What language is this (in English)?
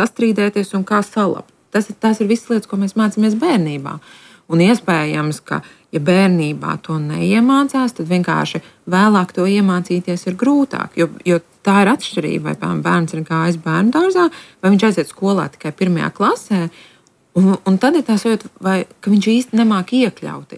Latvian